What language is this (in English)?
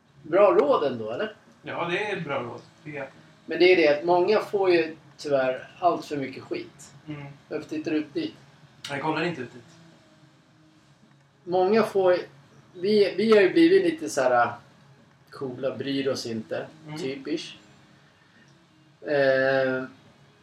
Swedish